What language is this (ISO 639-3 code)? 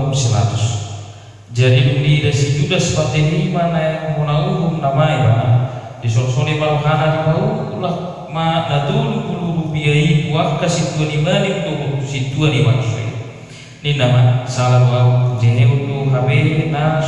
bbc